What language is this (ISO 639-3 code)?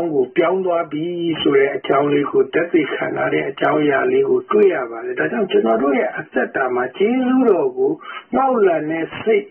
mya